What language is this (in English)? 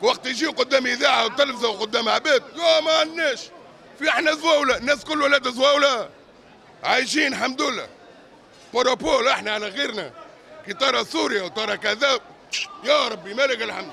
Tunisian Arabic